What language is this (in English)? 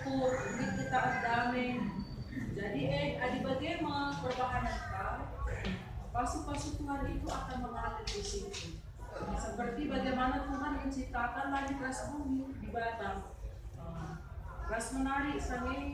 Batak Karo